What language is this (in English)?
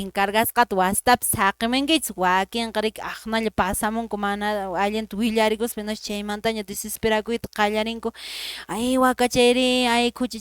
Quechua